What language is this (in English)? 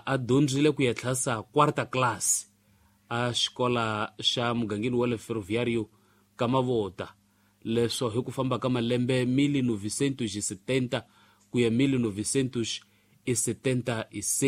Tsonga